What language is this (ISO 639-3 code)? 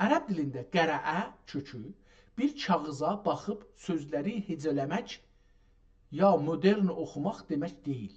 azb